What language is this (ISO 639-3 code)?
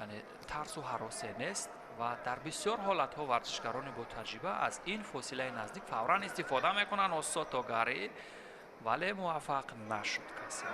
tgk